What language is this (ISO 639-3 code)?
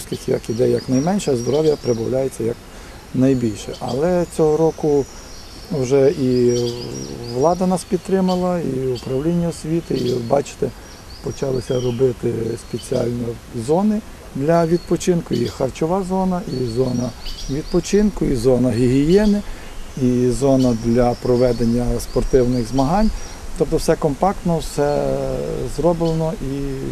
ukr